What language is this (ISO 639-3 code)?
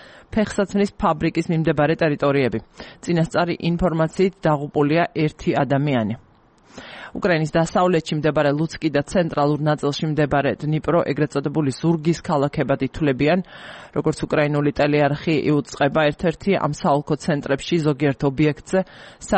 kat